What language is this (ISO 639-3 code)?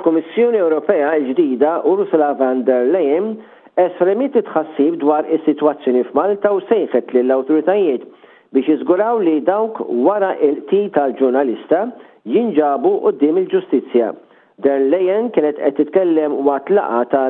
mlt